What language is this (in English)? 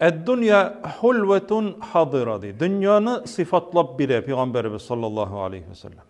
Tatar